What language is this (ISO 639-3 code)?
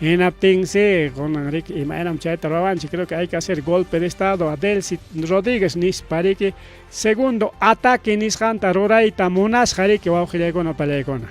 quy